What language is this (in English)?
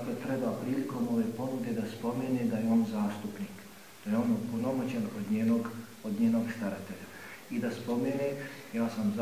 Bosnian